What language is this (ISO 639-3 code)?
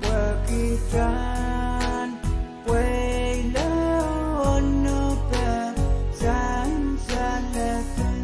pon